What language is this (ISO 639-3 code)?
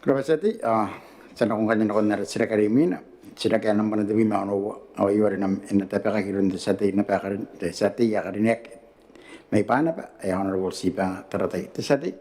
gil